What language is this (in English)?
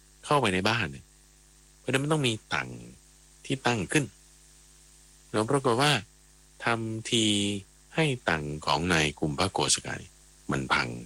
Thai